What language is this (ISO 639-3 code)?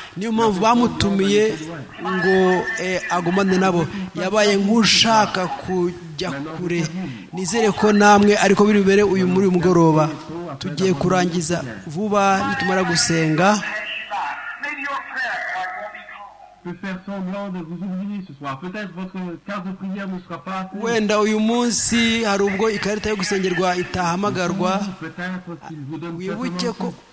kin